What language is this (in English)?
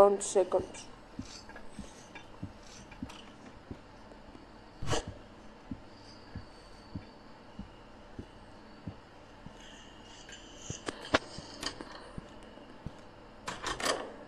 Greek